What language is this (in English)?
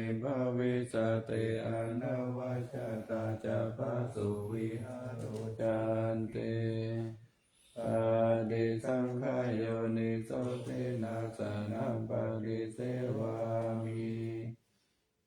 Pali